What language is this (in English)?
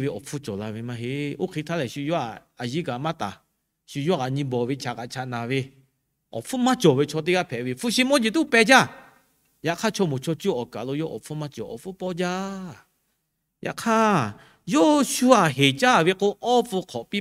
Lahu